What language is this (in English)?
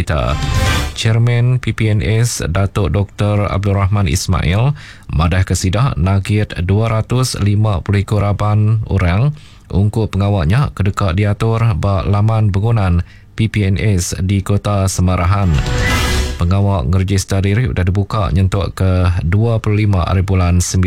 Iban